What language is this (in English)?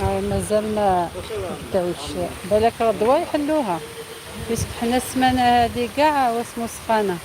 Algerian Arabic